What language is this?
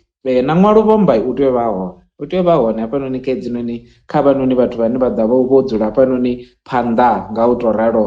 Venda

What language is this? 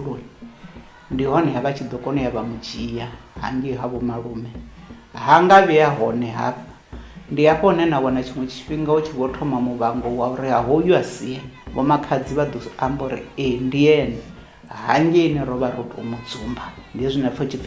Venda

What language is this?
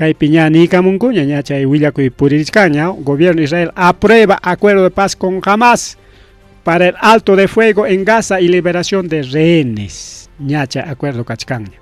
Ayacucho Quechua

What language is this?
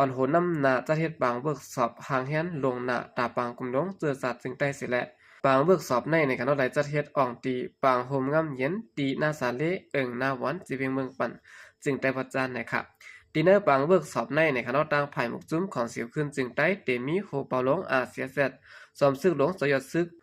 Shan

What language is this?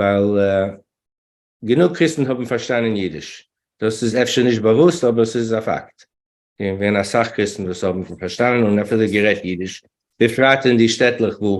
Yiddish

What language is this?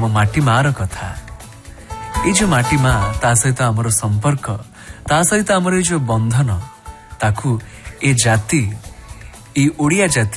Odia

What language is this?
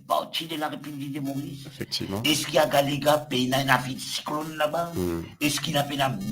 Morisyen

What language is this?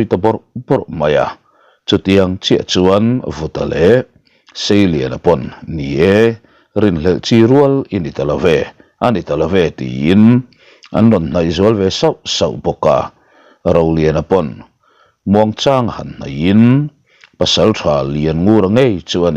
Mizo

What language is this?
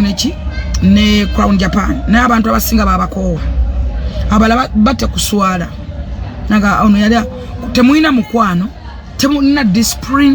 Ganda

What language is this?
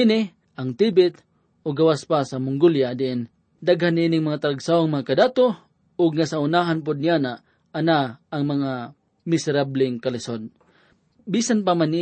Cebuano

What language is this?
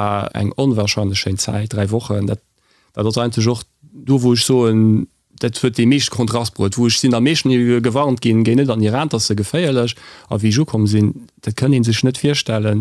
Luxembourgish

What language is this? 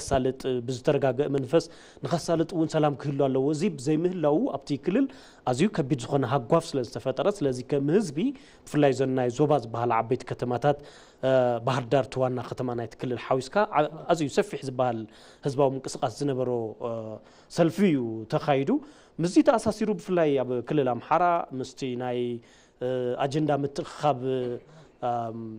Tigrinya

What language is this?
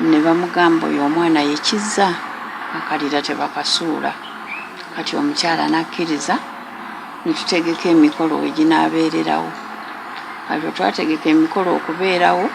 Ganda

